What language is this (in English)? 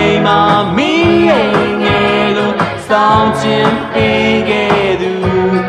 Burmese